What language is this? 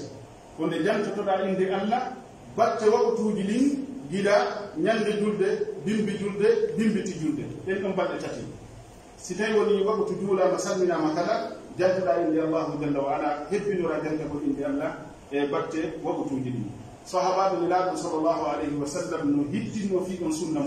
Pular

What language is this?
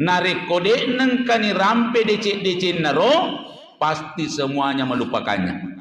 Buginese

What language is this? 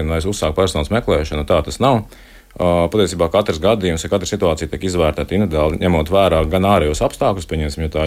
Latvian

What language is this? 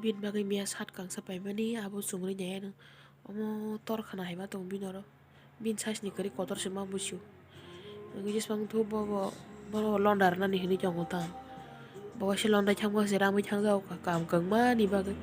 Kok Borok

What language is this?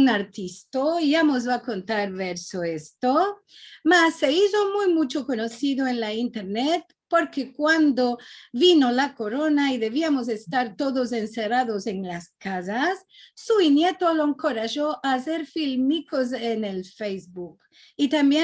Ladino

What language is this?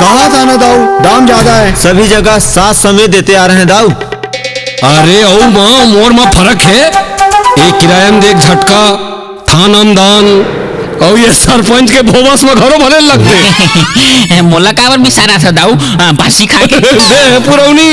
Chhattisgarhi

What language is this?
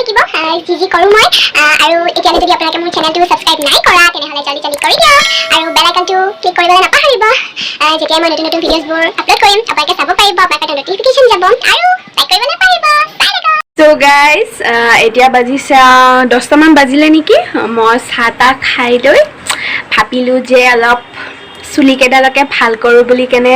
Assamese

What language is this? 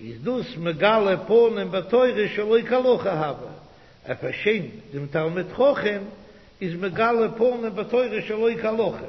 Yiddish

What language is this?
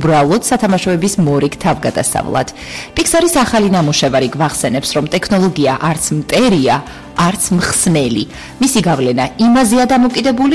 Georgian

